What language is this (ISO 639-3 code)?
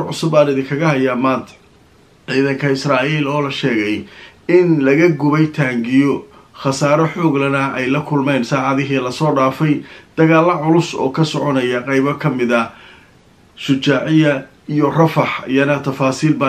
som